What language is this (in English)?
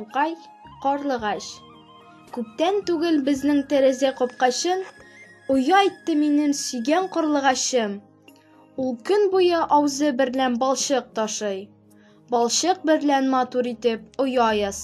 Tatar